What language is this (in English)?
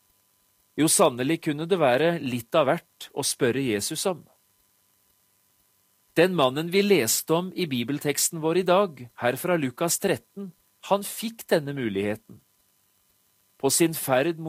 Norwegian